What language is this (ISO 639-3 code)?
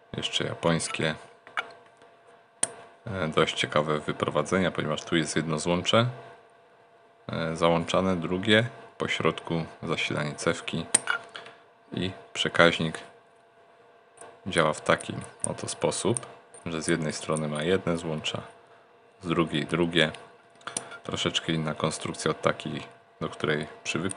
pol